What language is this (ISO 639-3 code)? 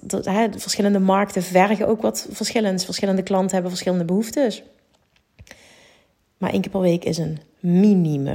nld